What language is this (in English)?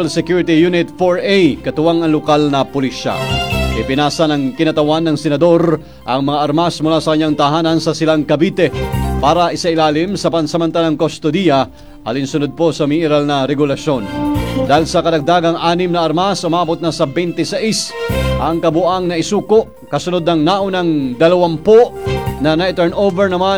Filipino